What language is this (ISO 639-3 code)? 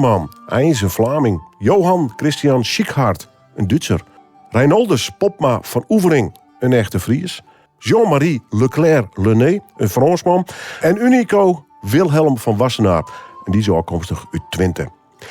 fry